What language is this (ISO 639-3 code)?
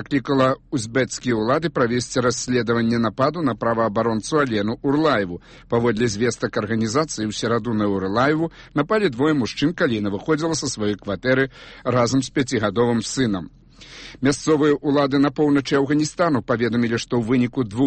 bel